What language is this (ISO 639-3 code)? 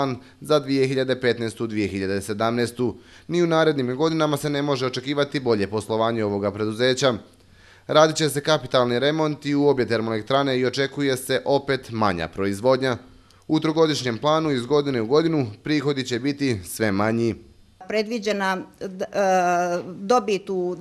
bos